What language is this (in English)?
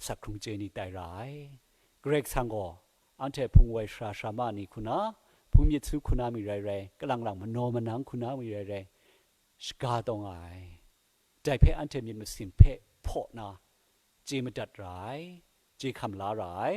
Kachin